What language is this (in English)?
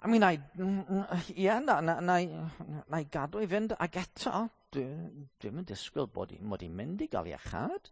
Welsh